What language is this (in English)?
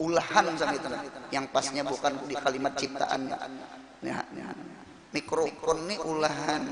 Banjar